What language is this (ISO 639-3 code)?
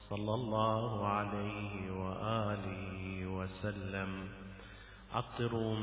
ara